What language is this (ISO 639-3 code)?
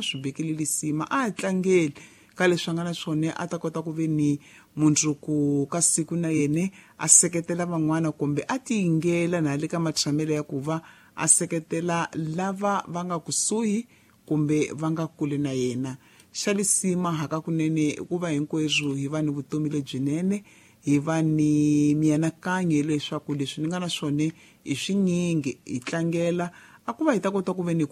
tso